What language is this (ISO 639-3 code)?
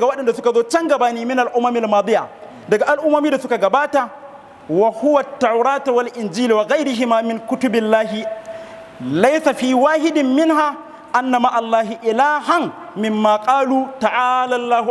hau